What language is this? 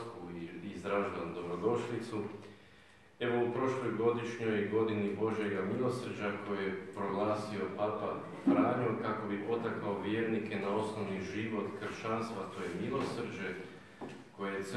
Croatian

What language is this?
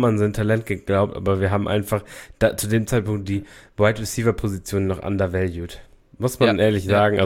German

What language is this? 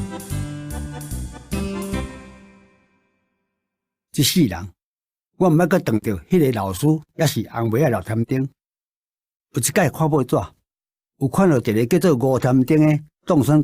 Min Nan Chinese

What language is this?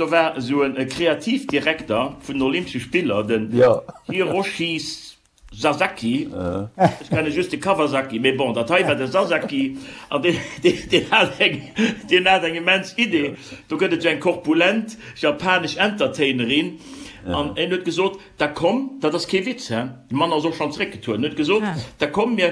Luxembourgish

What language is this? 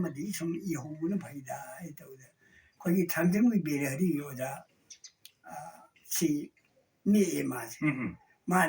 Manipuri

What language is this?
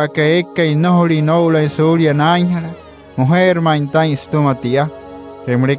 Wayuu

